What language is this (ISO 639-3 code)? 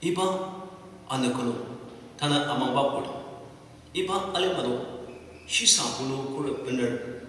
njo